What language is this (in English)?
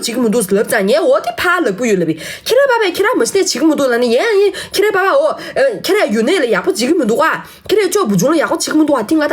Tibetan